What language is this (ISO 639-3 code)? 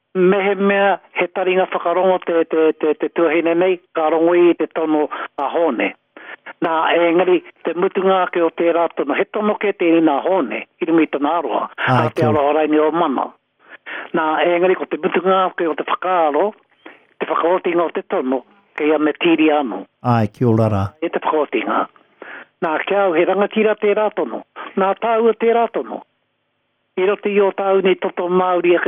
mri